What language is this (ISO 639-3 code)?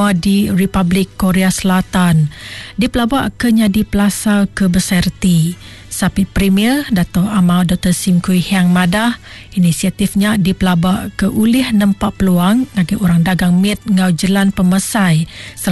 iba